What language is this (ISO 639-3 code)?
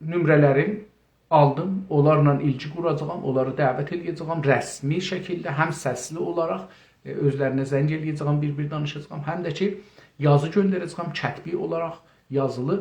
azb